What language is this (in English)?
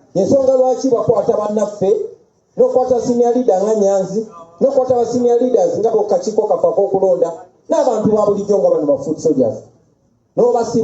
Ganda